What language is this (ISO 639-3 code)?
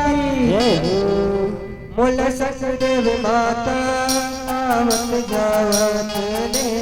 hne